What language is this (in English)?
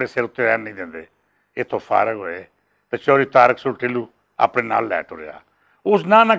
Western Panjabi